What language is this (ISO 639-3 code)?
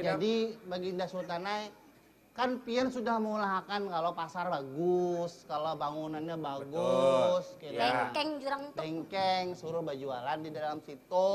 bjn